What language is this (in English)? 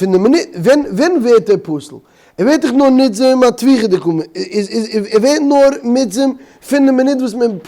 Yiddish